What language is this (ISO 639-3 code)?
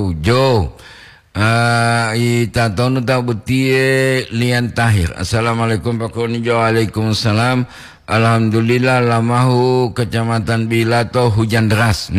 gor